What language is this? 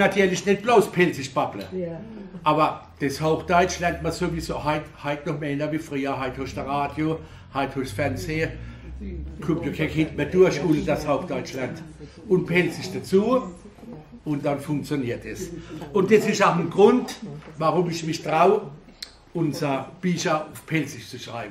Palatine German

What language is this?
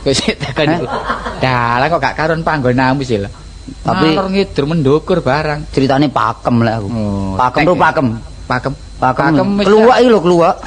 Javanese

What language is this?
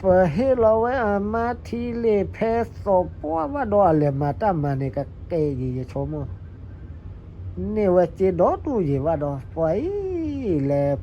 S'gaw Karen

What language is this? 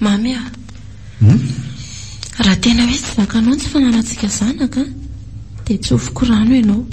Malagasy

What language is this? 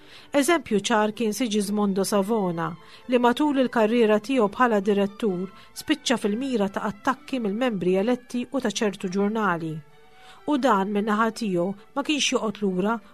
Maltese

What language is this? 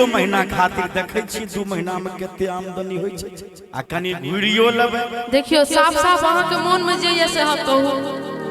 Maithili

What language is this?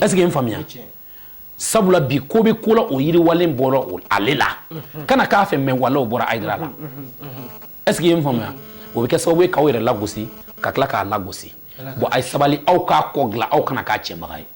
Bambara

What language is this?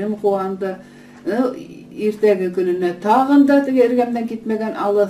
Bashkir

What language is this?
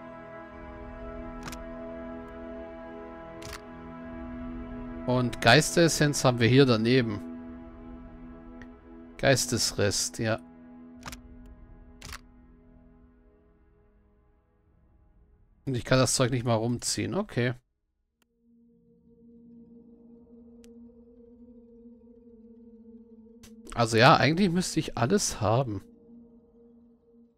German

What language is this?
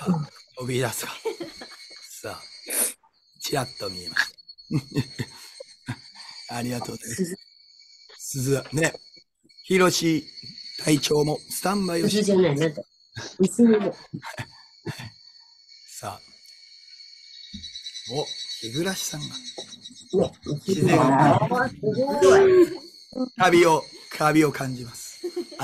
Japanese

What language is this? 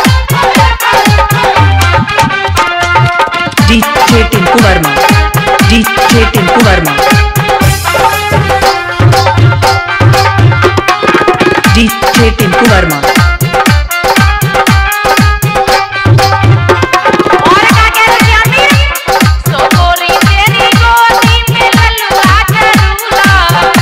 Bhojpuri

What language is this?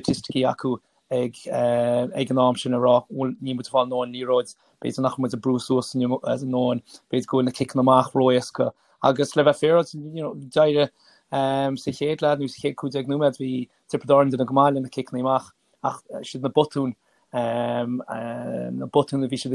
Irish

